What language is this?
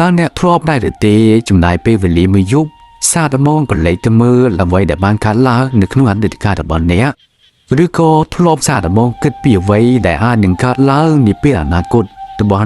Khmer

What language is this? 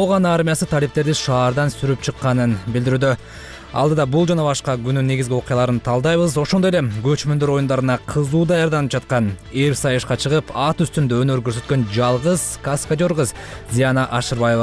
Kyrgyz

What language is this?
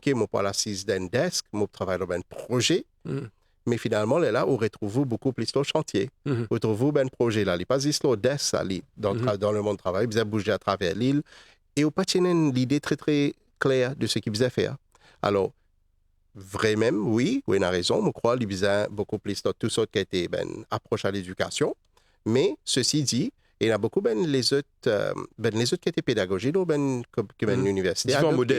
Morisyen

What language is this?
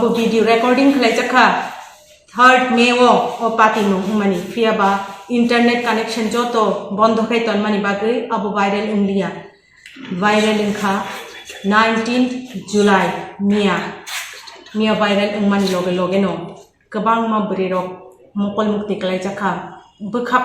Kok Borok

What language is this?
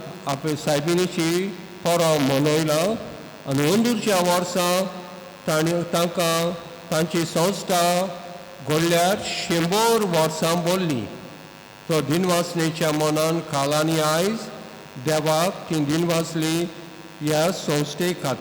Konkani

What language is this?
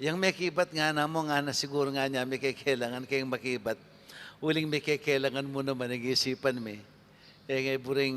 Pampanga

